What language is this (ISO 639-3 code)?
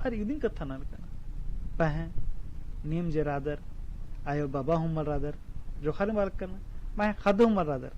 kru